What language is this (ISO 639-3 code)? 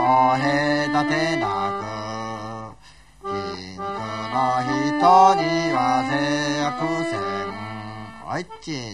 jpn